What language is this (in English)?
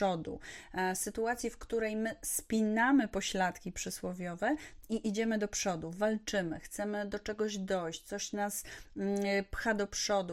Polish